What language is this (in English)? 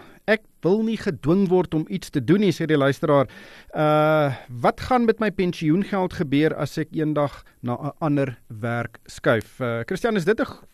Afrikaans